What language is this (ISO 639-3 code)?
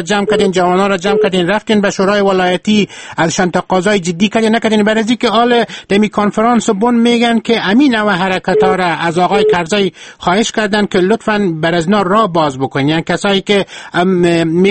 fas